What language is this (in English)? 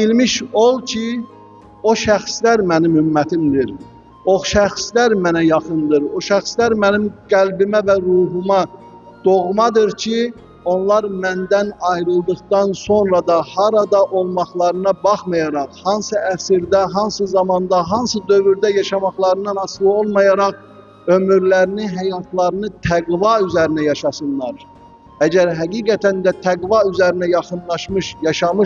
Azerbaijani